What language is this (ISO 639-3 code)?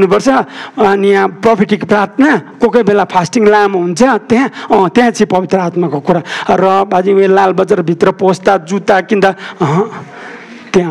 nep